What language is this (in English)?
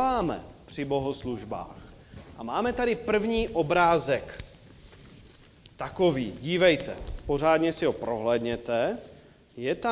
Czech